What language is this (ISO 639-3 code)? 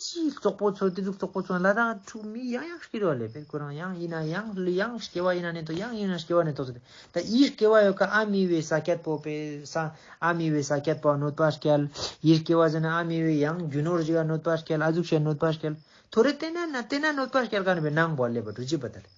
lbj